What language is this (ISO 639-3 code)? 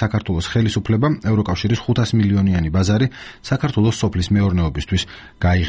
kat